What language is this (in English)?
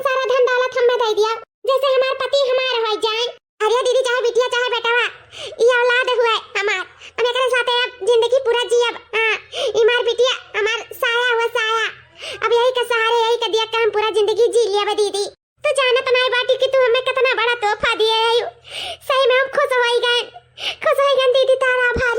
Awadhi